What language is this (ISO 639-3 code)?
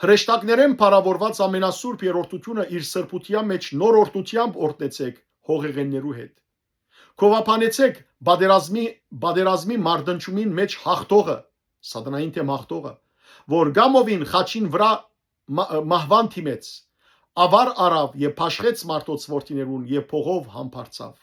hyw